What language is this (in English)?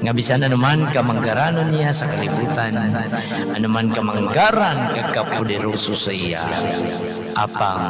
Hiligaynon